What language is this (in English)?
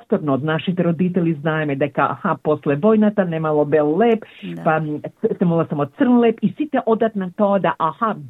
Macedonian